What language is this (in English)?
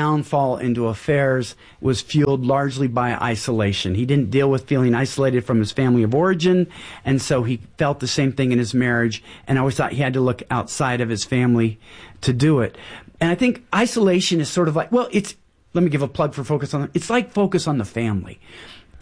English